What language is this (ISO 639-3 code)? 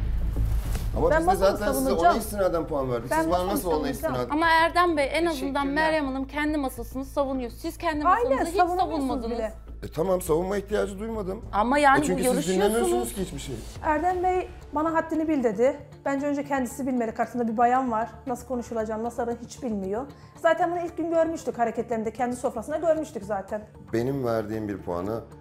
tur